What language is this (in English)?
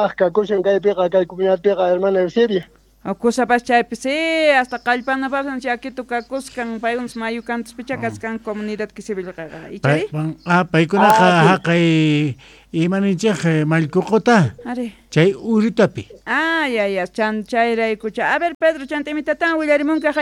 South Bolivian Quechua